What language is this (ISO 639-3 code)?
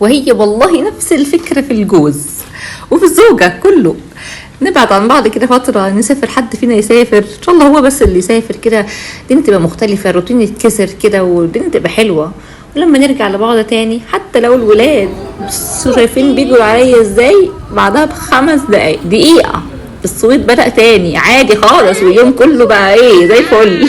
arz